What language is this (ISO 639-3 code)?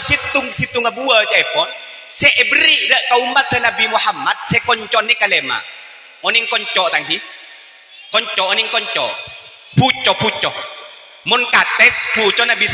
mad